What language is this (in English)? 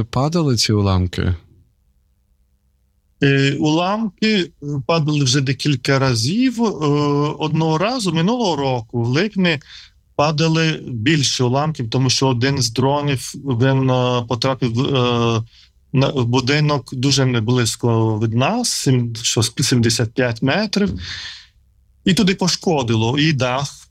Ukrainian